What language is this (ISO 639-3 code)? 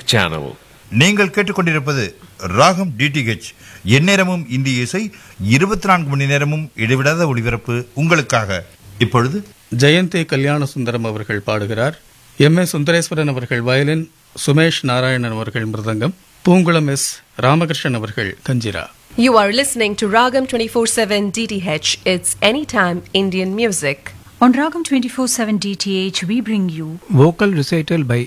tam